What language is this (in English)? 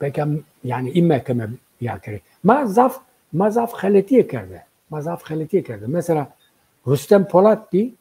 Zaza